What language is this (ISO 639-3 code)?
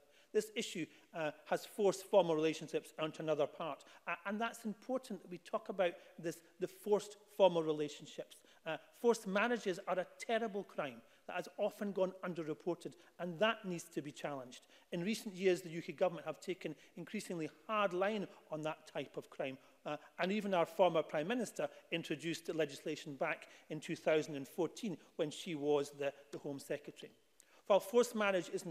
eng